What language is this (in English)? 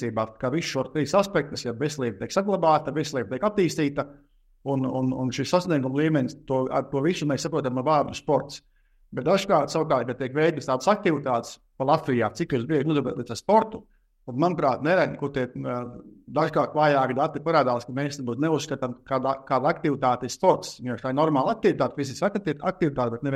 Latvian